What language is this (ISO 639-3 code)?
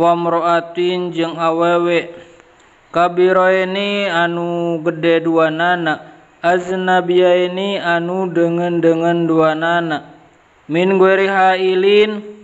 sun